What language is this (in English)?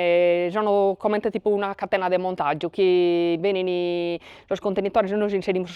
Sardinian